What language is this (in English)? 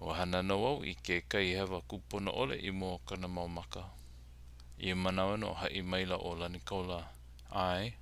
Hawaiian